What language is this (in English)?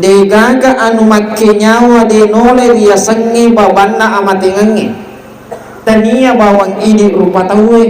Buginese